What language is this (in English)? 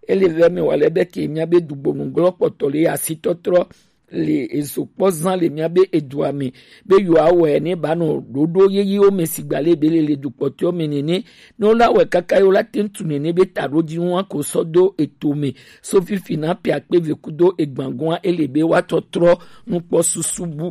Gen